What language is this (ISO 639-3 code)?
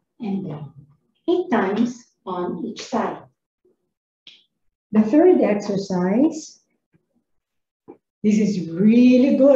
eng